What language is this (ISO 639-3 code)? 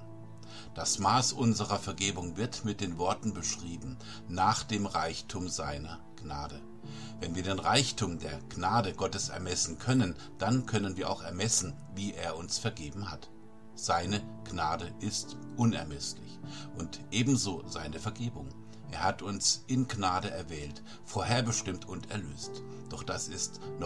deu